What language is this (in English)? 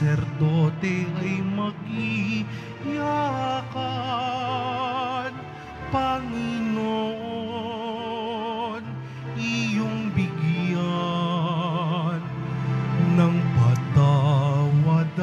Filipino